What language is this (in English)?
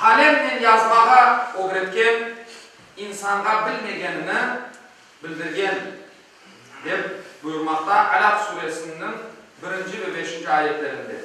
Crimean Tatar